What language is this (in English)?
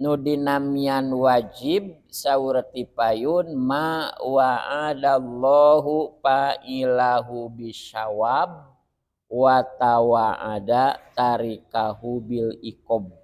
Sundanese